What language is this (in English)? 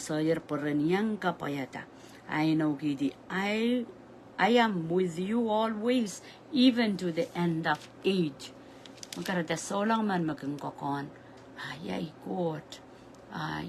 Pohnpeian